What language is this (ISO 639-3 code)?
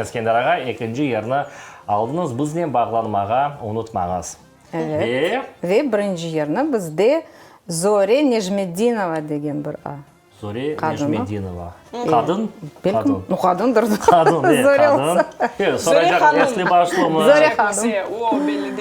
crh